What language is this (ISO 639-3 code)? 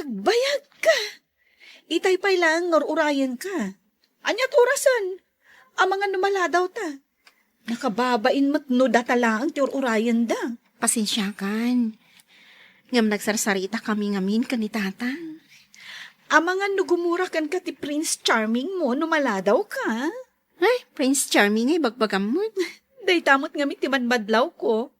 ilo